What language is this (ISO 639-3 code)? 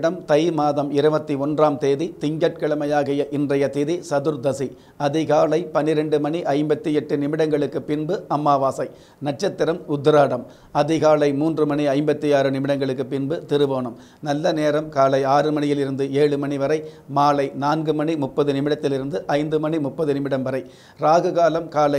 tam